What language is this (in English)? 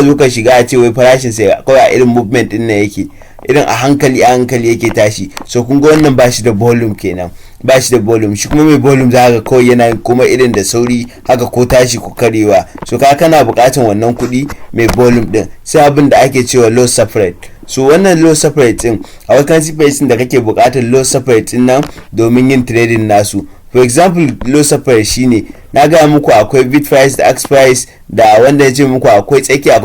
Hausa